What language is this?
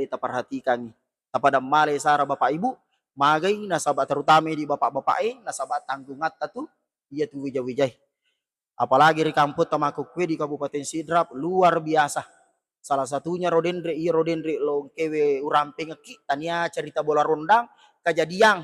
Buginese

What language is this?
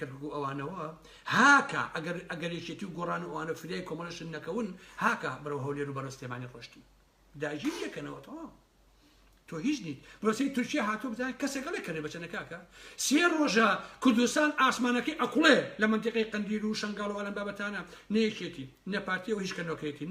Central Kurdish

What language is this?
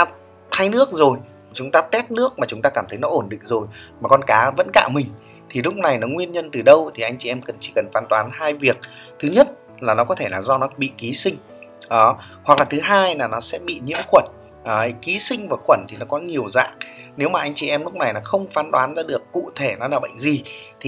Vietnamese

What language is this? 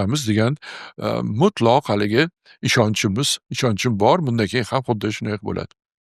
Uzbek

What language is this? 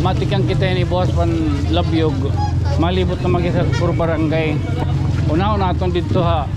Waray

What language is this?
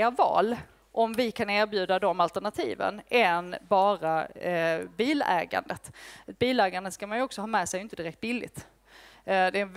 Swedish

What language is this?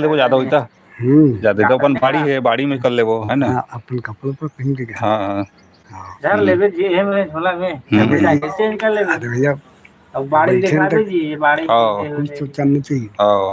Chhattisgarhi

